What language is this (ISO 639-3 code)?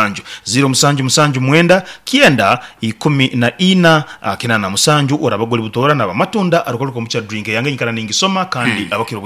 nyo